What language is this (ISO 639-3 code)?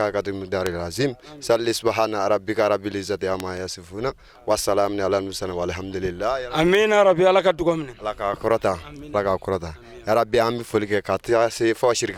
bam